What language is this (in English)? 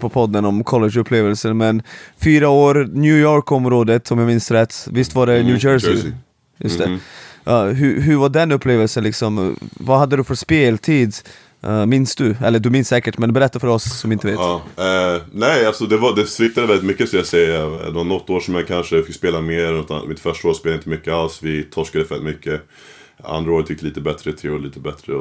Swedish